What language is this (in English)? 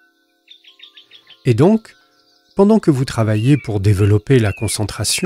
French